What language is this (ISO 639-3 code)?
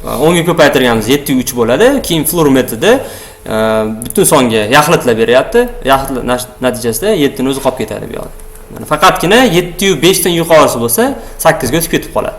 uzb